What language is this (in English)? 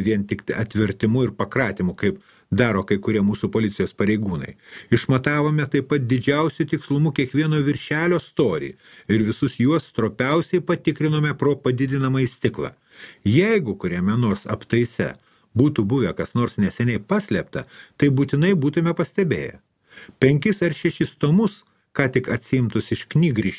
Lithuanian